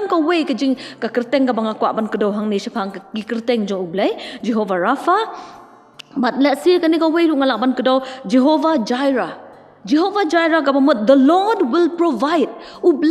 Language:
Khasi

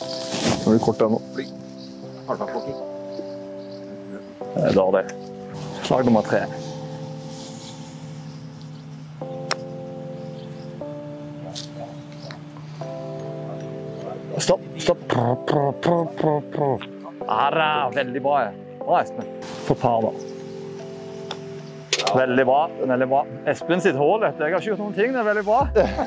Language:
Norwegian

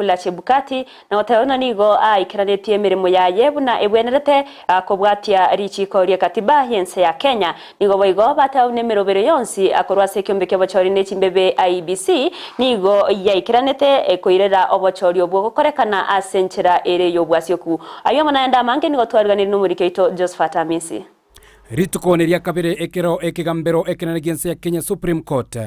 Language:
Gusii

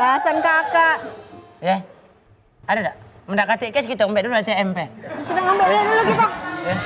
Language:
Musi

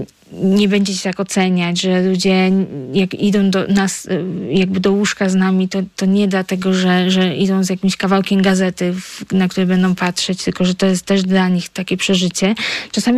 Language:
Polish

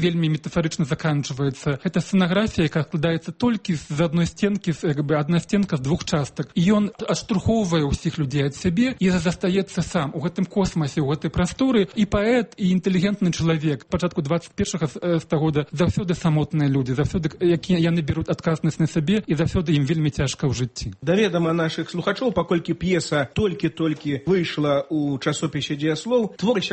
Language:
Belarusian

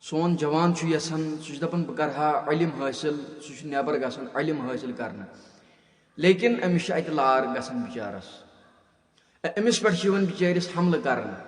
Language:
Kashmiri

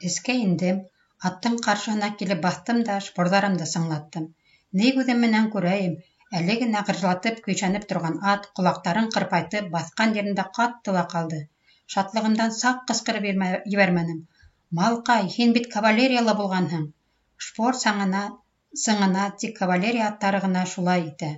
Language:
Bashkir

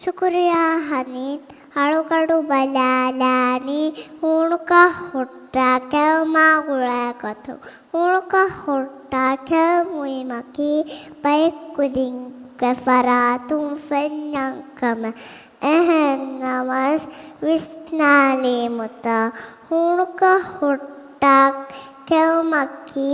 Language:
Divehi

